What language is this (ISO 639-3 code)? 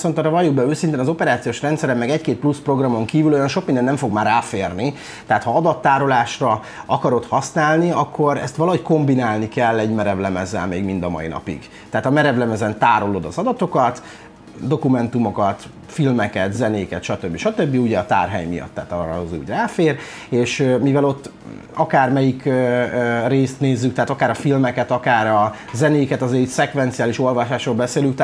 hun